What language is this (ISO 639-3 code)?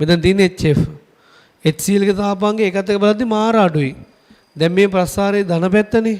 sin